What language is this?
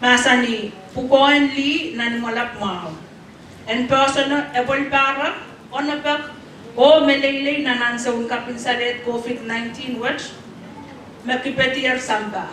Pohnpeian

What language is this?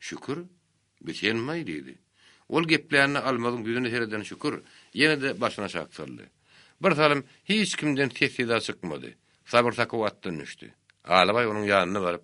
Turkmen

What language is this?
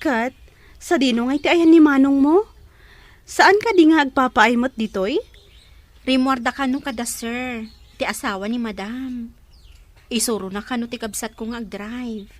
Iloko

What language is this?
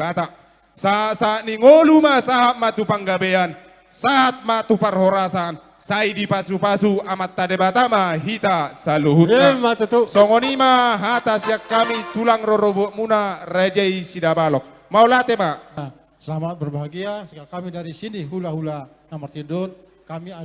Batak Toba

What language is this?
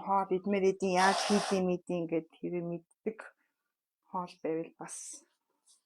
Mongolian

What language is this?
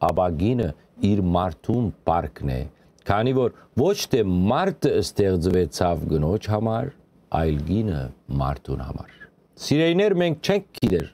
Western Armenian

